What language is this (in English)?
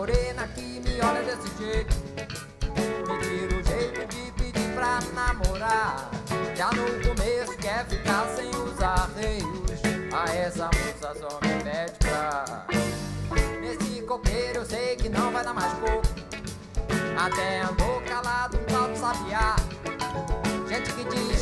Portuguese